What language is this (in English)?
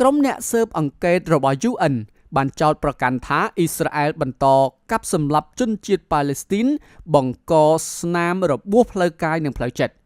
Khmer